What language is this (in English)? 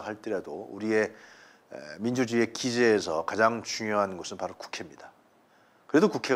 Korean